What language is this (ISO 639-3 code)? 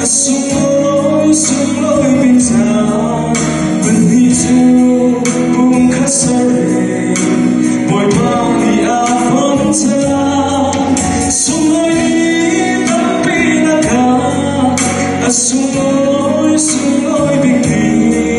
cnh